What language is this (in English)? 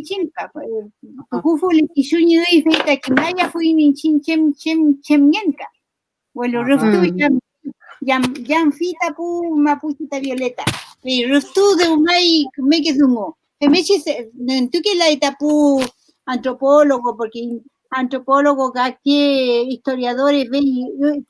Mapuche